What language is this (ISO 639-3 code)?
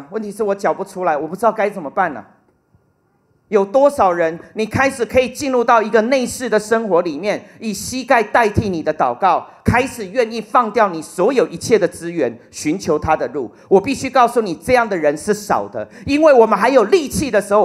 zho